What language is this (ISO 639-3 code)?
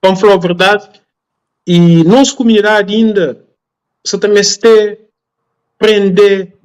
kea